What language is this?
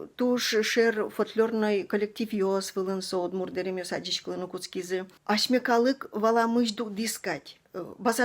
Udmurt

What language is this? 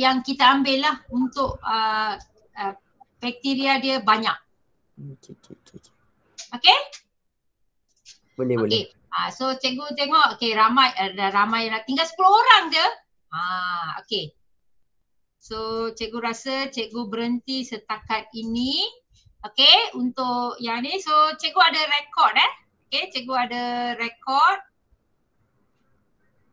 Malay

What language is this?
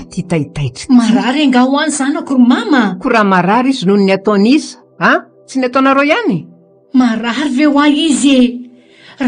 Malagasy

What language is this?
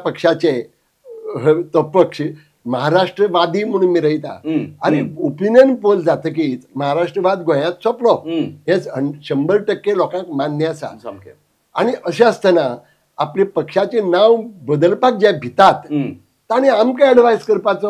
Konkani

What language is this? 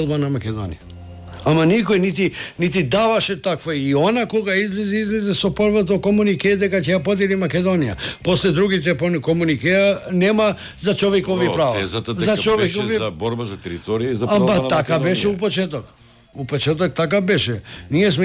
Macedonian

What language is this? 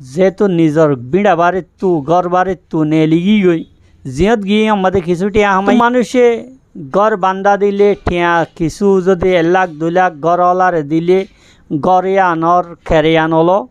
Rohingya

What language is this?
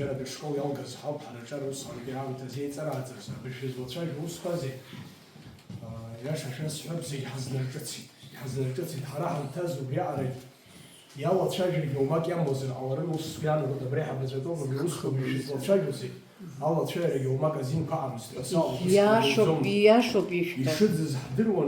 Abkhazian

